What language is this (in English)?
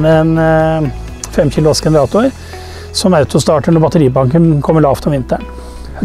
Norwegian